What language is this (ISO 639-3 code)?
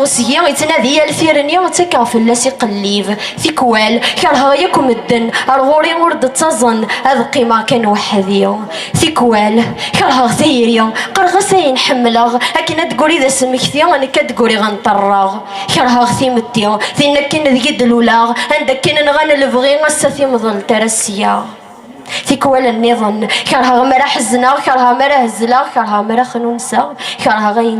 kab